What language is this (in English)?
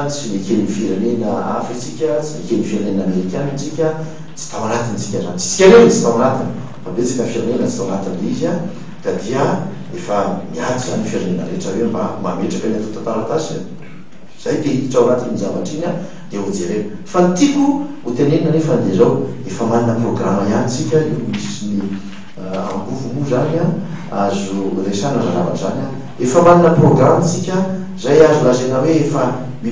Malagasy